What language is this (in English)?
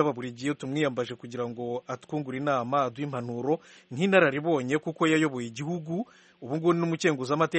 Kinyarwanda